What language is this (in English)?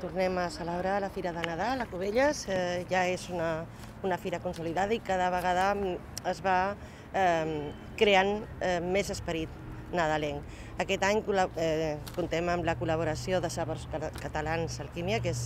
Catalan